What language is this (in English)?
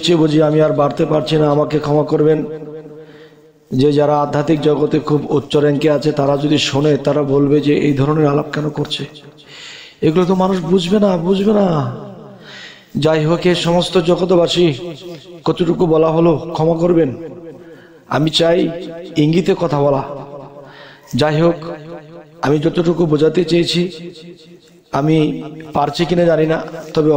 Bangla